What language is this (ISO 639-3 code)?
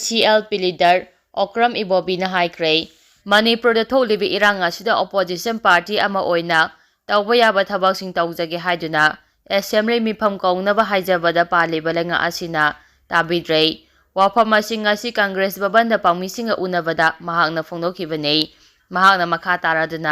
mni